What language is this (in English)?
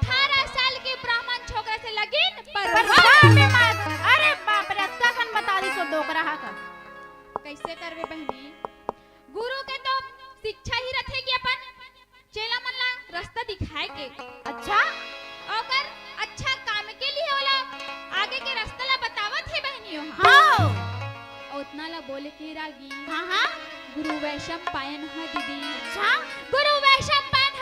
Chhattisgarhi